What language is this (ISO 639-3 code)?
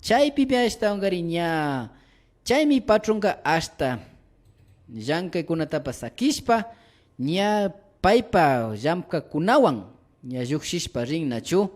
qvi